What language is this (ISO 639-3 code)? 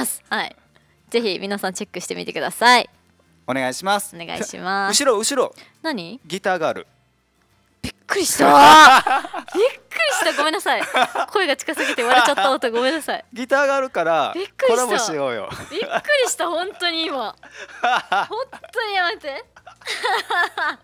jpn